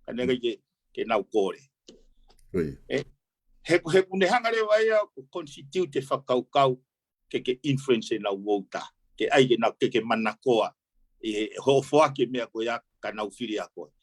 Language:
Tongan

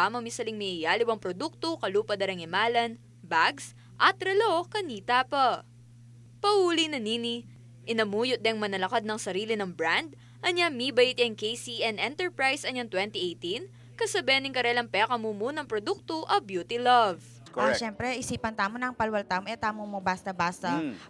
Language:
Pampanga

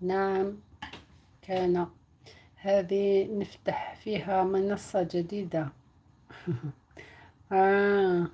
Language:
Algerian Arabic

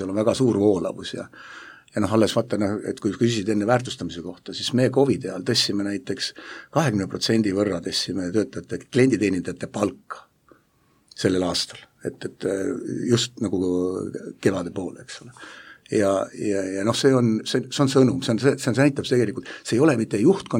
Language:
Estonian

